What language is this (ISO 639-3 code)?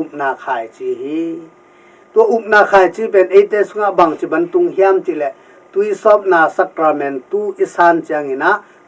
ctd